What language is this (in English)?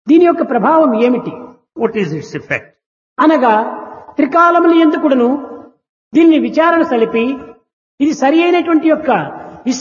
Telugu